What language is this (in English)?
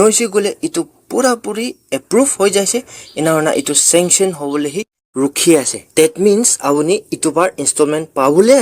Naga Pidgin